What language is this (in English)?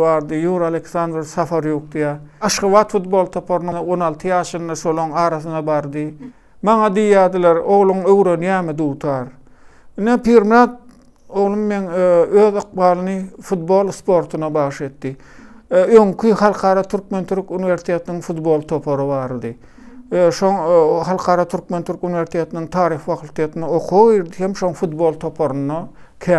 Turkmen